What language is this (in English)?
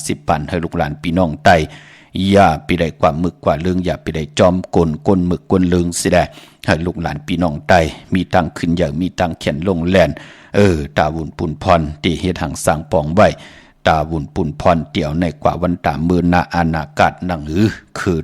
Shan